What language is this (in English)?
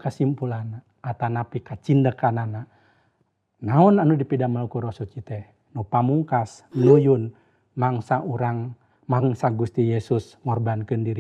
Sundanese